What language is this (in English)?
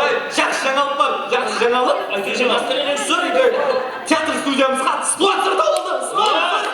Kara-Kalpak